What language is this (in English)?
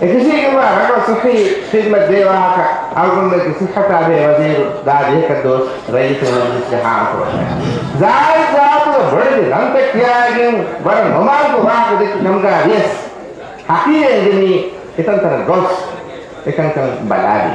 Divehi